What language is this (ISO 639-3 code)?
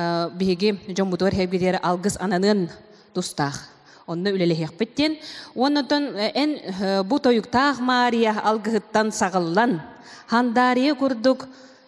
sah